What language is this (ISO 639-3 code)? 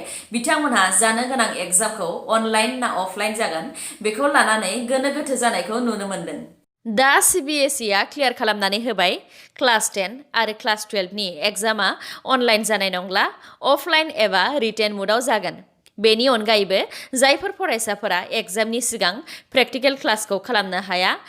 brx